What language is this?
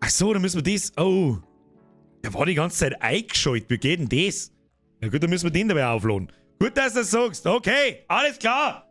Bavarian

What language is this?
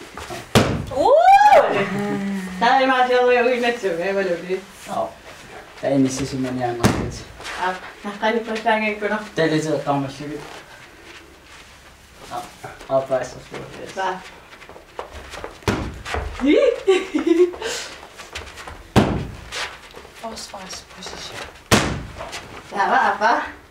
Danish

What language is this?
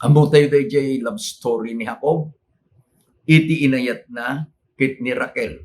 Iloko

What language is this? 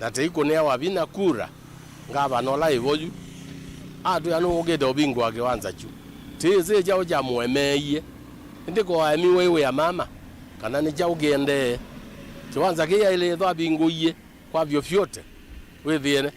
Kamba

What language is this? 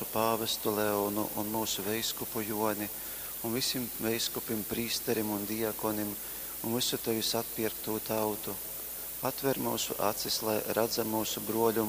Latgalian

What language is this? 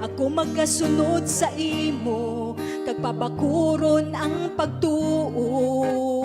Hiligaynon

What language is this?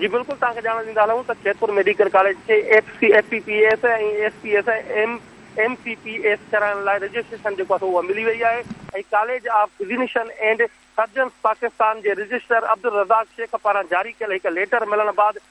Sindhi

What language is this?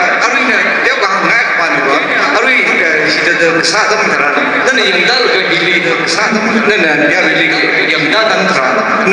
Tangkhul Naga (India)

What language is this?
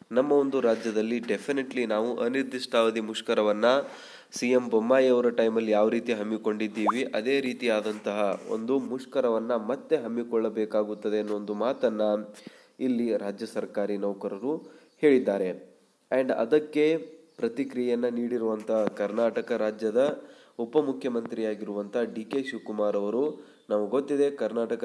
Kannada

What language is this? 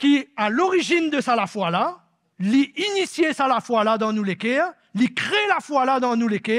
Morisyen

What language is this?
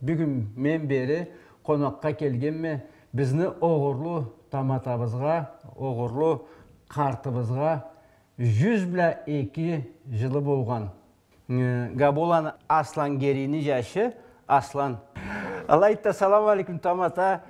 Karachay-Balkar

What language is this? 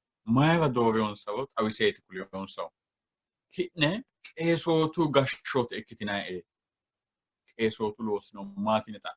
Sidamo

